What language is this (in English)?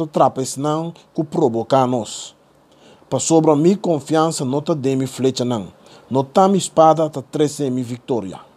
Papiamento